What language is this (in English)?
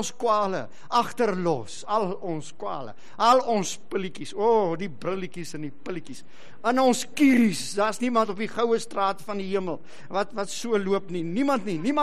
Afrikaans